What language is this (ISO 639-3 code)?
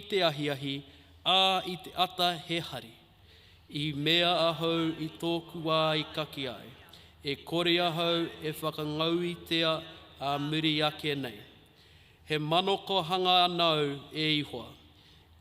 mri